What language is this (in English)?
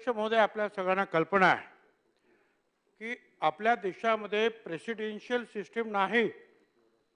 Marathi